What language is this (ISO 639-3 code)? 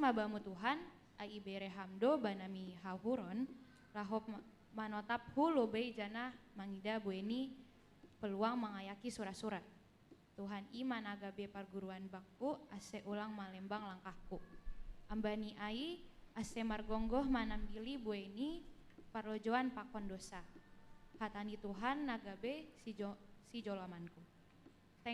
bts